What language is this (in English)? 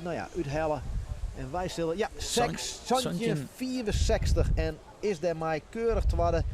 Western Frisian